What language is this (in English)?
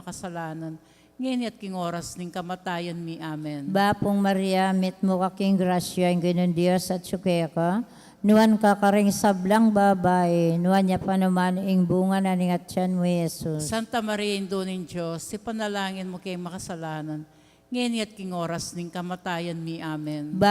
Pampanga